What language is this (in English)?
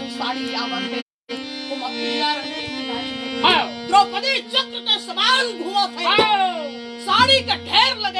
Chhattisgarhi